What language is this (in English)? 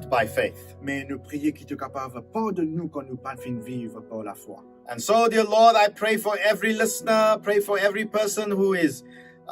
Morisyen